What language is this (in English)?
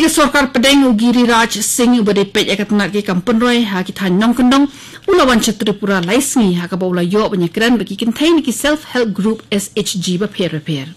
Khasi